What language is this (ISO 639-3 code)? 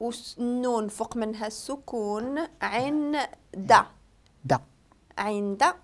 ary